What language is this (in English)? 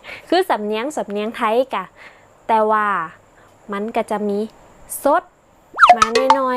Northern Thai